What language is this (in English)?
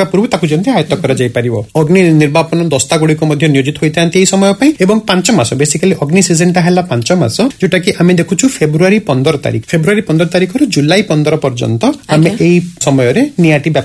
Odia